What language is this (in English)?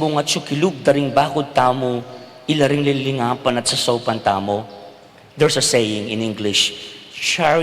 Pampanga